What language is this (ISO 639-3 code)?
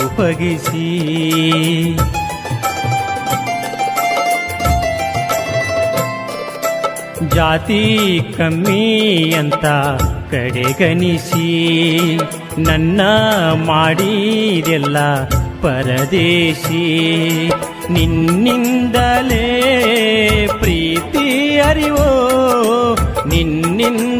kan